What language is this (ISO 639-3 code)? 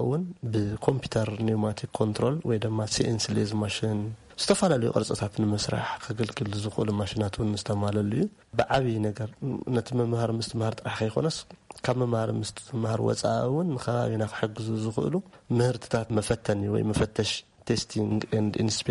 tir